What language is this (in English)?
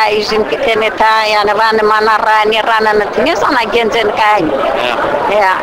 Zaza